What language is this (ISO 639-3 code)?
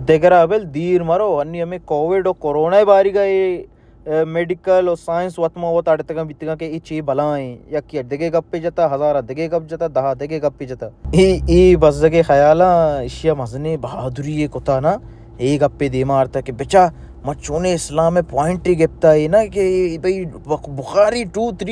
bal